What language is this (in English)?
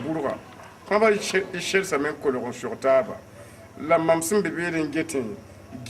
Mossi